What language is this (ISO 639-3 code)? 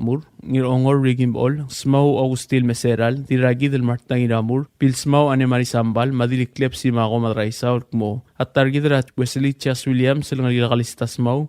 pau